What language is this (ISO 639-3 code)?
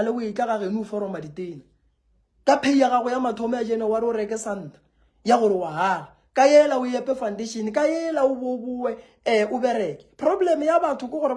nso